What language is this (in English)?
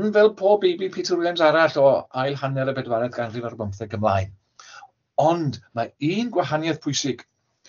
Welsh